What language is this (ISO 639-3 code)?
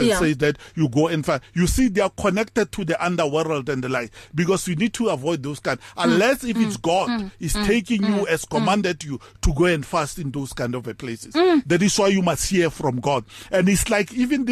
eng